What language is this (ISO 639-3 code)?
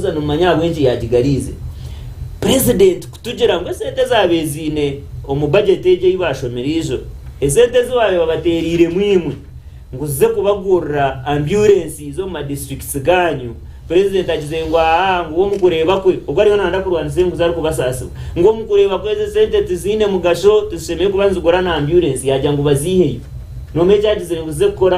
nyn